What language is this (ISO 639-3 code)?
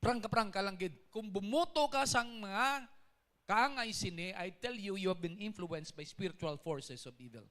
hil